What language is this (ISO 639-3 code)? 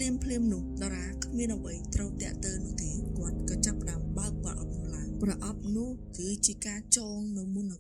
khm